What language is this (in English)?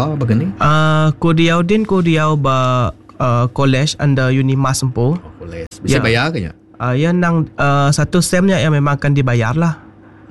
Iban